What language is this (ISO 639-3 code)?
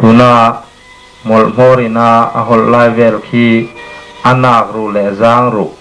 lus